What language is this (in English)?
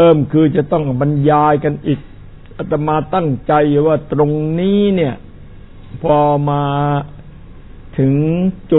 Thai